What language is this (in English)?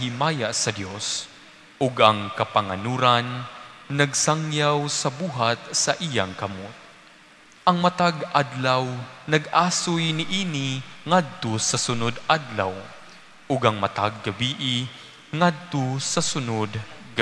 Cebuano